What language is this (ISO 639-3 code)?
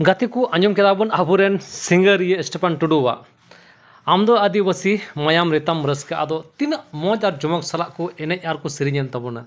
sat